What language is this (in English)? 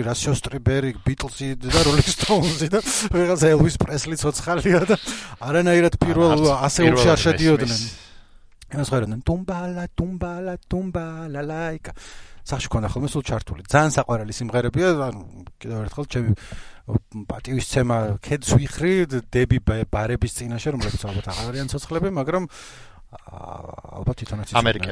Georgian